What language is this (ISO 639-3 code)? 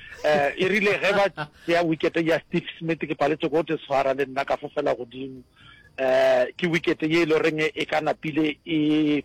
nso